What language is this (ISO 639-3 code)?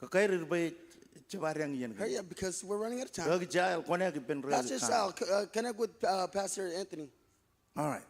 mah